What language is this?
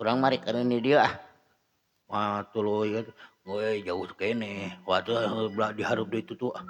Sundanese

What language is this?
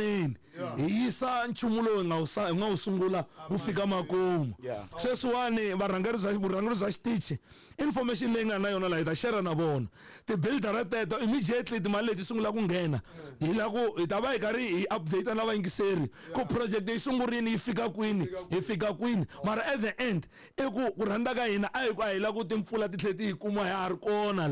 Tsonga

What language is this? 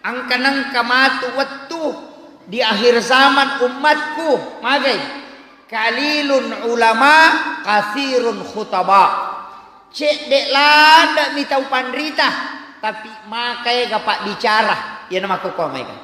Buginese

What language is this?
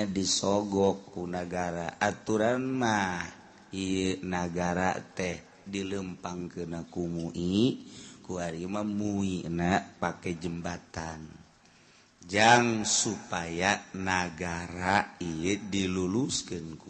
Sundanese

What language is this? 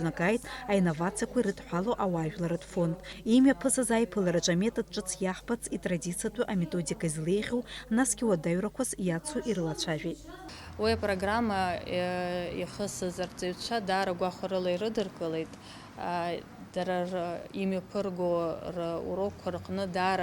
Abkhazian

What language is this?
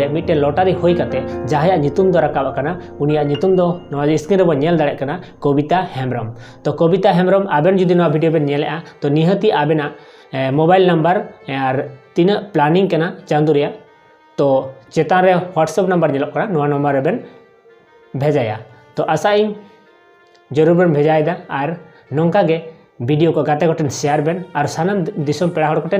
Santali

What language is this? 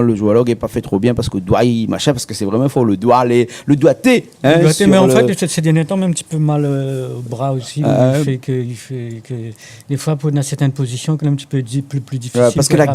Réunion Creole French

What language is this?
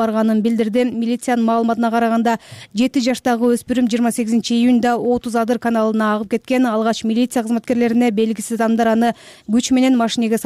Kyrgyz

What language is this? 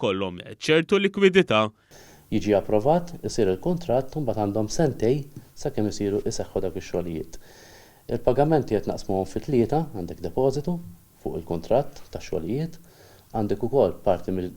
Maltese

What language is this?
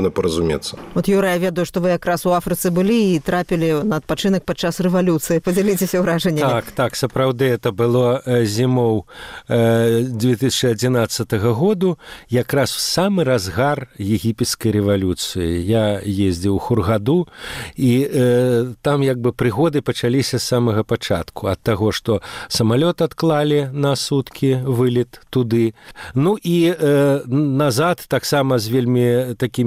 Belarusian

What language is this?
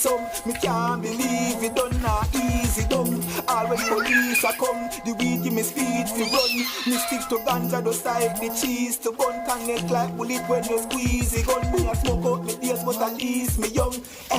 Jamaican Creole English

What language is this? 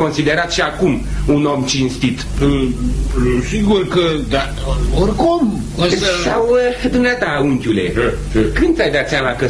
Romanian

